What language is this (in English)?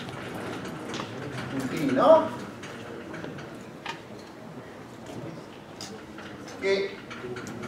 Italian